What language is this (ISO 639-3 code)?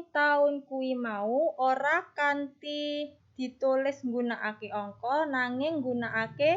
jav